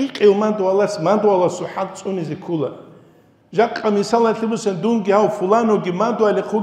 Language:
Avaric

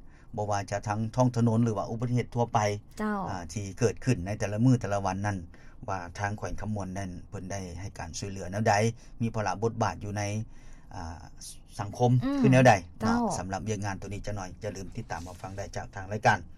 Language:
Lao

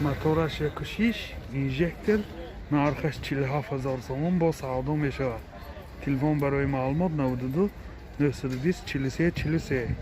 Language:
Tajik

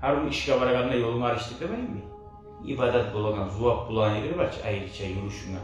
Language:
Kumyk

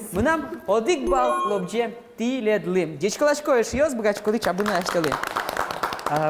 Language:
Udmurt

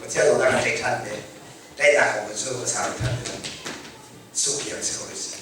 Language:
Hakha Chin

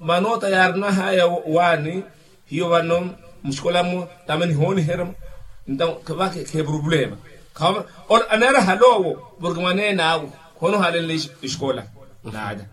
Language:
Makhuwa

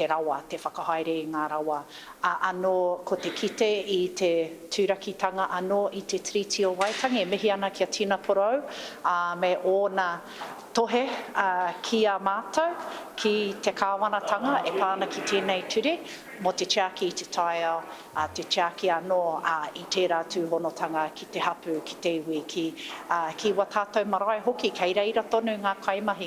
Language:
Māori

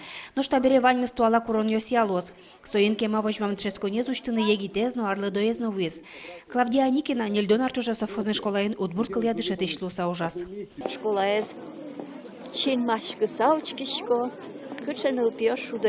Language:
Udmurt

